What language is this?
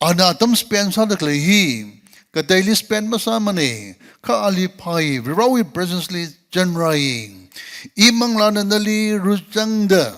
Tangkhul Naga (India)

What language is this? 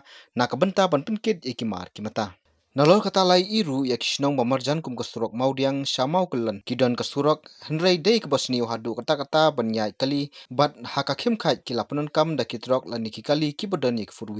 Khasi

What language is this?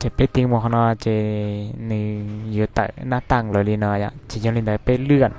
Hmong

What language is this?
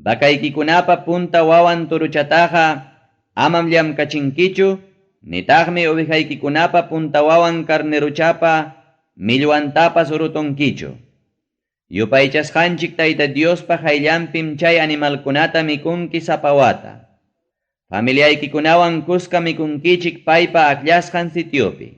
Ayacucho Quechua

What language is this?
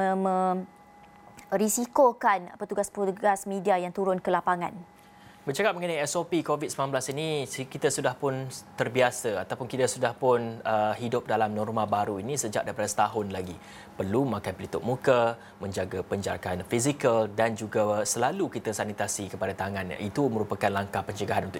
Malay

